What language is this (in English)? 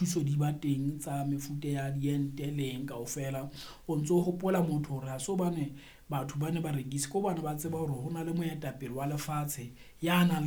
Southern Sotho